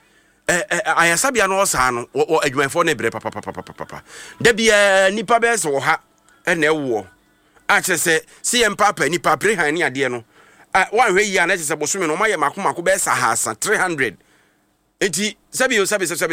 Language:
Akan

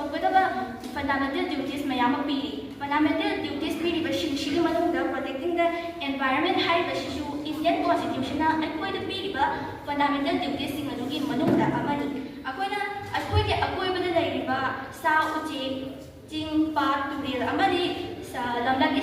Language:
Manipuri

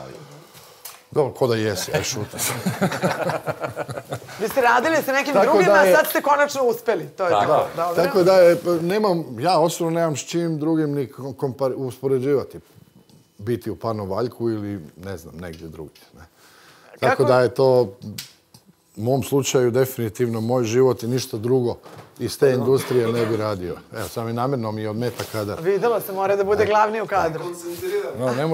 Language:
Croatian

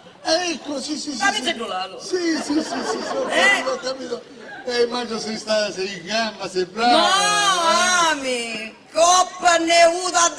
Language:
Sicilian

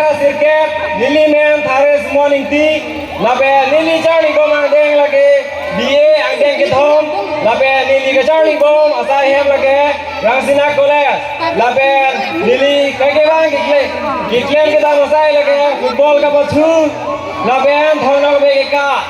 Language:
Karbi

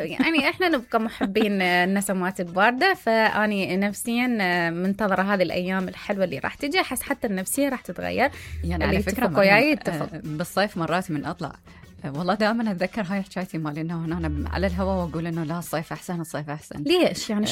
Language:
Mesopotamian Arabic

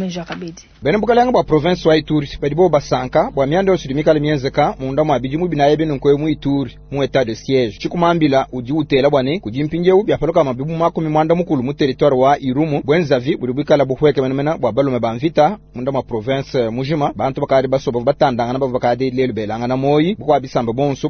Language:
Luba-Lulua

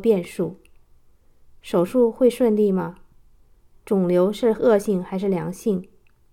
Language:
Chinese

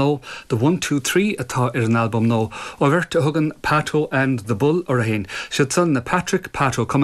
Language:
Irish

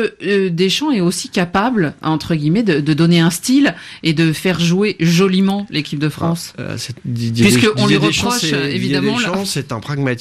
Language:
French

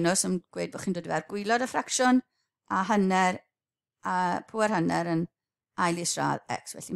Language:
Welsh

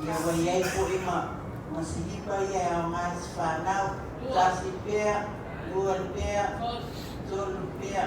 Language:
Samoan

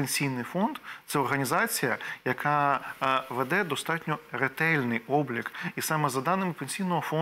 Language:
Ukrainian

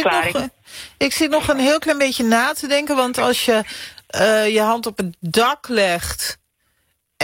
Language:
Dutch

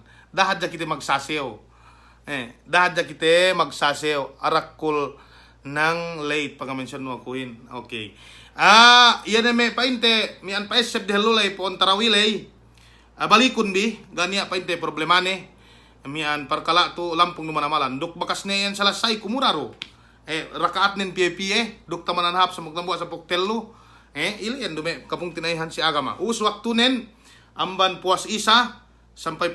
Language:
Yakan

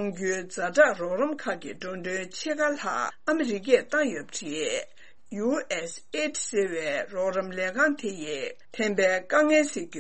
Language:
Tibetan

